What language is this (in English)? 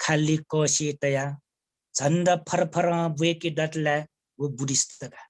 Newari